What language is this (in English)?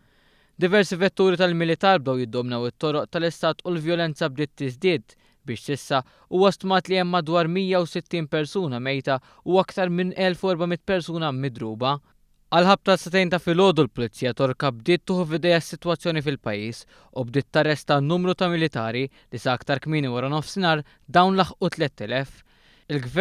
Maltese